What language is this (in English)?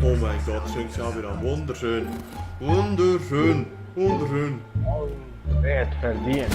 Swiss German